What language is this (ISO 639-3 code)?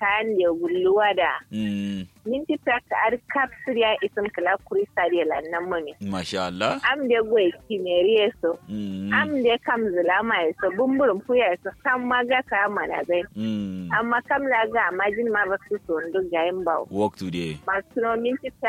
kau